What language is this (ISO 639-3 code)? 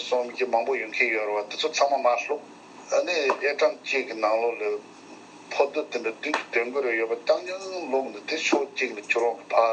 bod